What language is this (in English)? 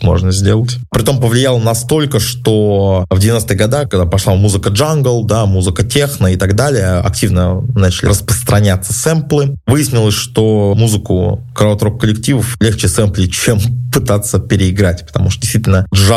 Russian